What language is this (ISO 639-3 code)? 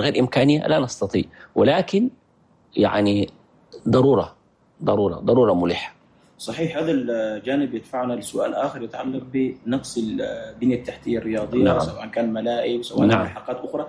shu